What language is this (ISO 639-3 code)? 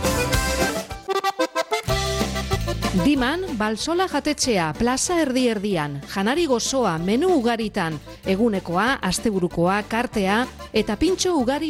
eus